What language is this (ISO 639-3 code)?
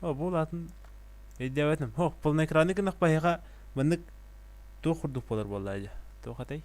sah